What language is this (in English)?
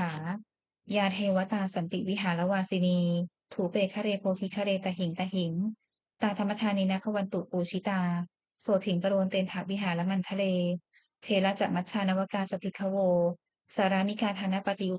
Pali